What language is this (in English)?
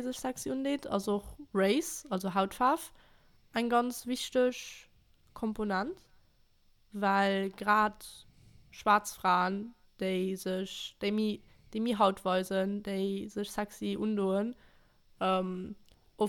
Luxembourgish